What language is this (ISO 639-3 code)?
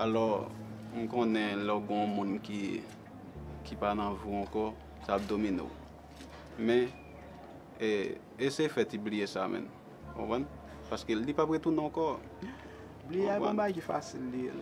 hat